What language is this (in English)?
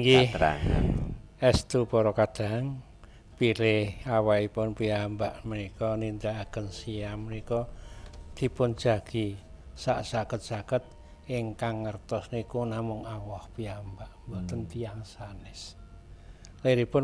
Javanese